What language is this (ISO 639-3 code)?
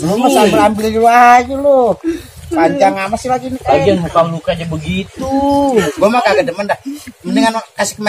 bew